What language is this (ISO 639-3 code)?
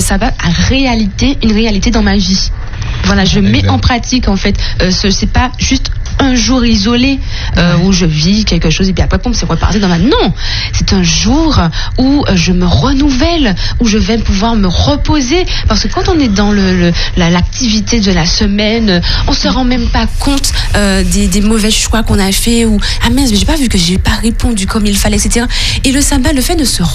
fra